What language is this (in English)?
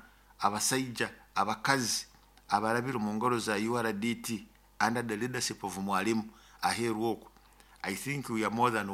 Nyoro